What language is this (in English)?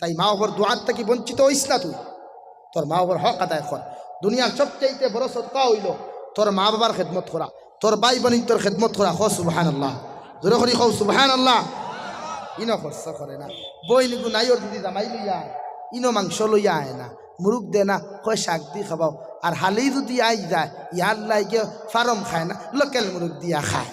Sylheti